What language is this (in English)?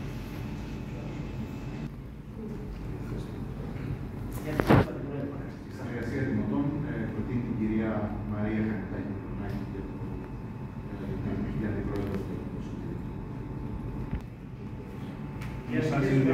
Greek